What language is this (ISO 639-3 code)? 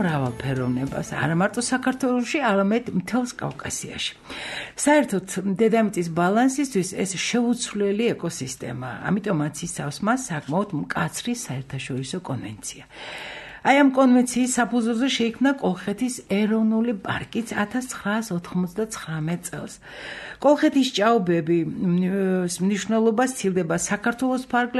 kat